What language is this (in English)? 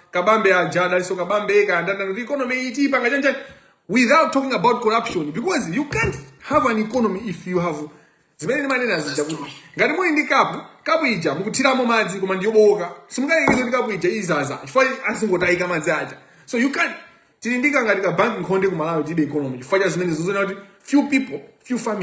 Nyanja